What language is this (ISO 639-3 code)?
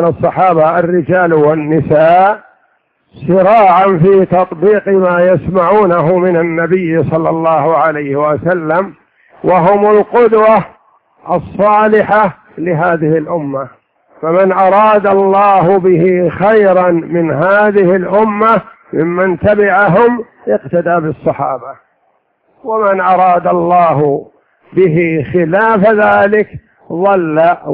ara